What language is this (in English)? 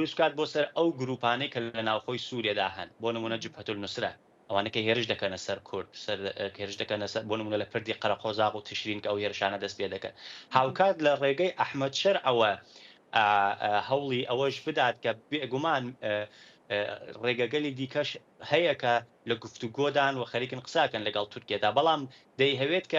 Central Kurdish